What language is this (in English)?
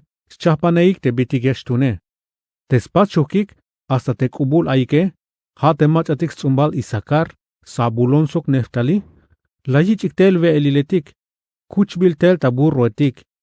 Tzeltal